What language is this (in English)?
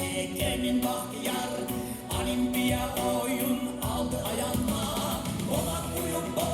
Kumyk